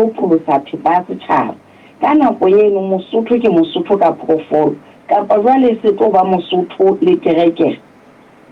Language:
Southern Sotho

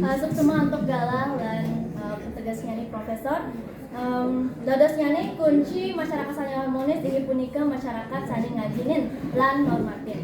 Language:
Balinese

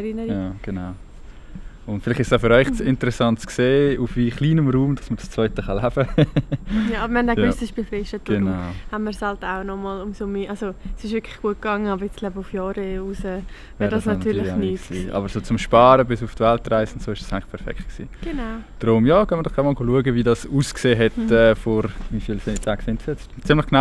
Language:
Swiss German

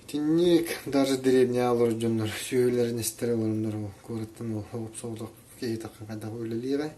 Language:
Yakut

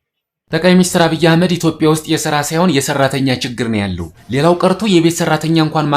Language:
Amharic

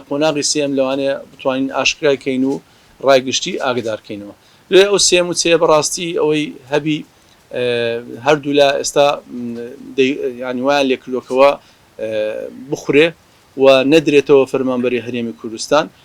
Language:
Central Kurdish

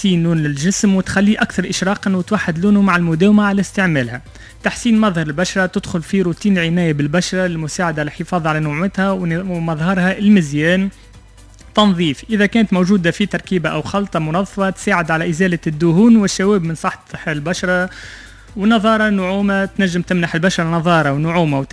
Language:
Tunisian Arabic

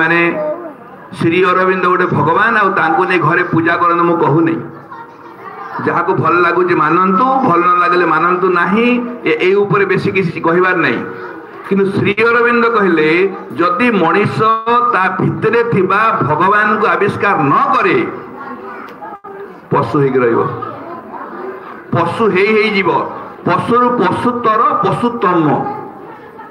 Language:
Odia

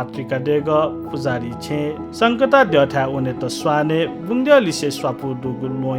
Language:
Newari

